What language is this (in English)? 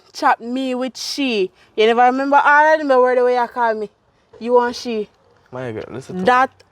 Jamaican Creole English